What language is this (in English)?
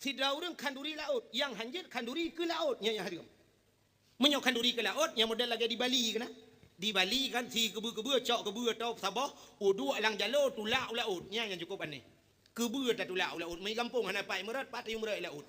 Achinese